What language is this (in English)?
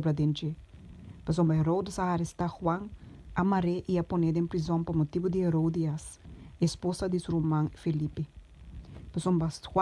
Papiamento